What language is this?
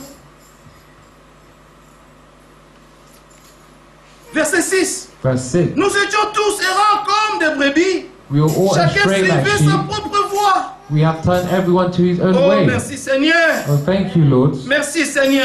French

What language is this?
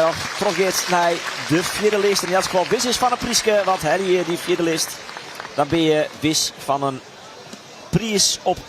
Western Frisian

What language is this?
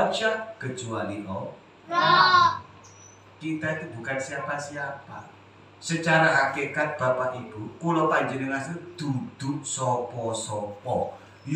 Indonesian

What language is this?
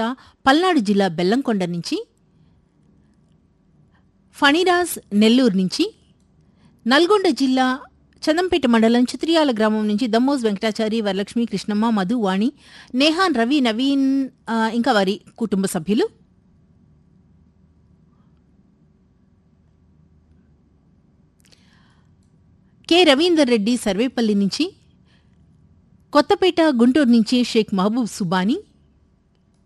Telugu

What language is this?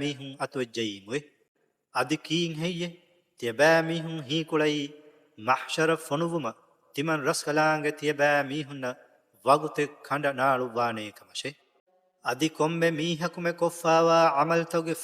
Divehi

